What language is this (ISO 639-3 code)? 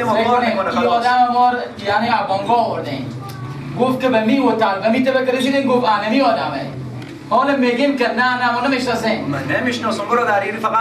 fas